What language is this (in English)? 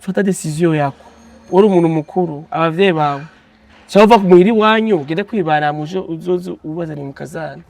Kinyarwanda